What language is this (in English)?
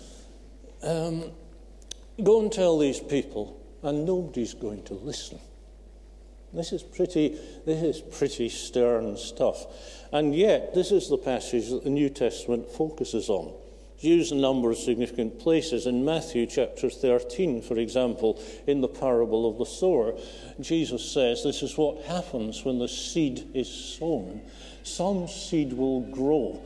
English